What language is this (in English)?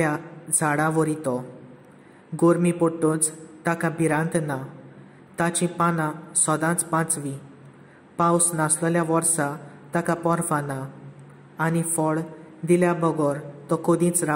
Konkani